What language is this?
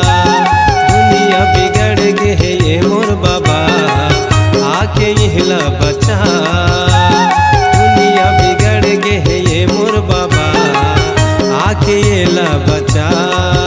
Chhattisgarhi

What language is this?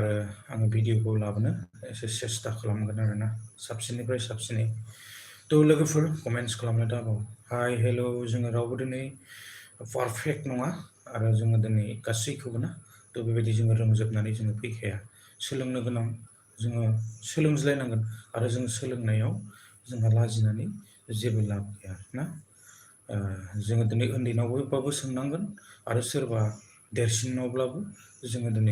Bodo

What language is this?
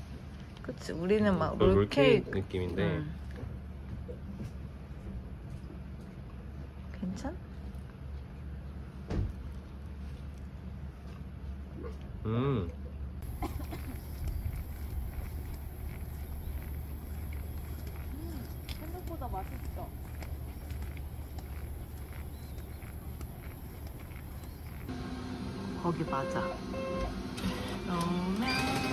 Korean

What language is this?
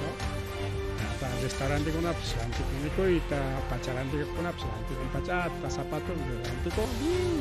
Ayacucho Quechua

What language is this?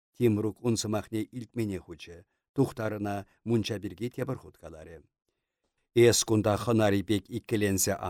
Chuvash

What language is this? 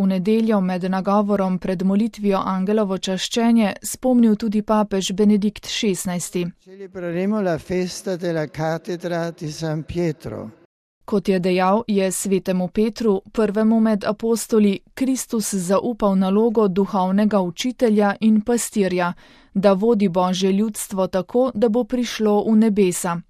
Slovenian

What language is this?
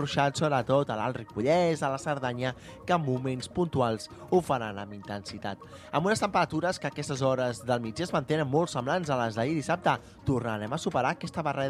Catalan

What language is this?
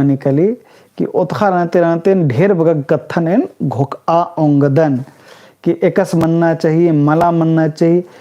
Kurukh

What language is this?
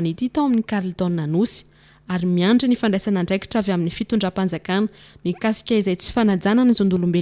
Malagasy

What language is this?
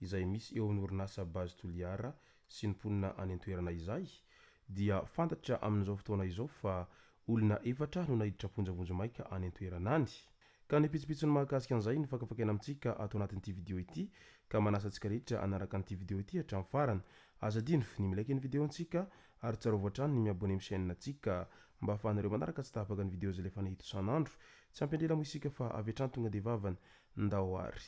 Malagasy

